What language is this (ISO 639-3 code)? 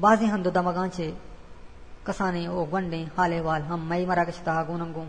bgp